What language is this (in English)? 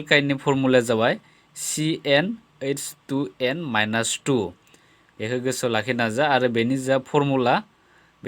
Bodo